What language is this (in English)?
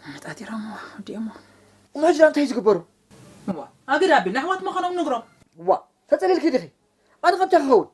Tigrinya